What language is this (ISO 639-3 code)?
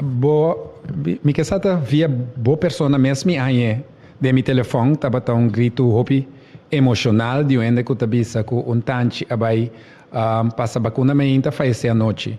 pap